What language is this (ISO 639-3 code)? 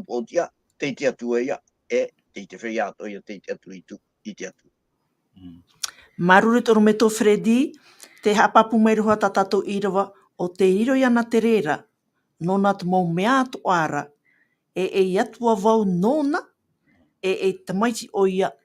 tah